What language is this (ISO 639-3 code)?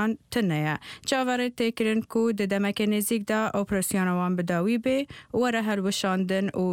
ckb